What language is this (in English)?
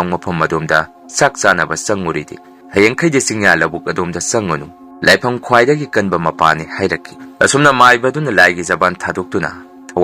Manipuri